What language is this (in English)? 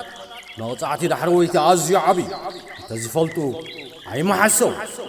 Tigrinya